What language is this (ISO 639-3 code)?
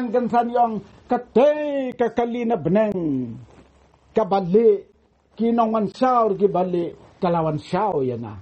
kha